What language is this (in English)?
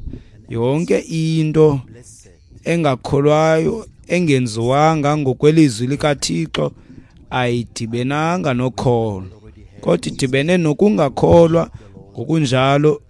Xhosa